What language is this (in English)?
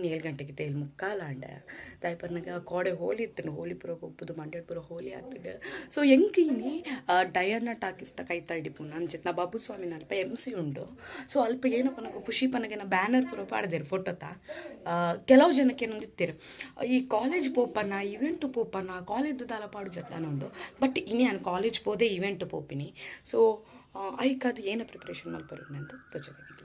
Tulu